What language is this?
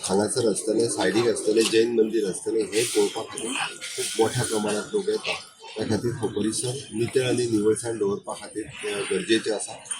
Konkani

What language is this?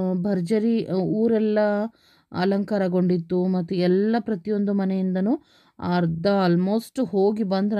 Kannada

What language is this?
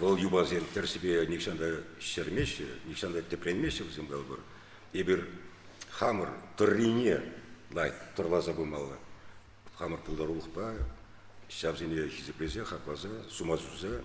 Chuvash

